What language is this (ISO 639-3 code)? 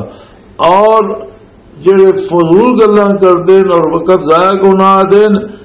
lah